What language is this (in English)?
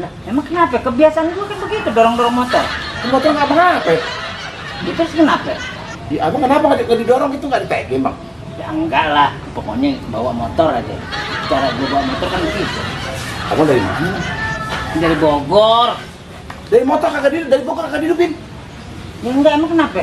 Betawi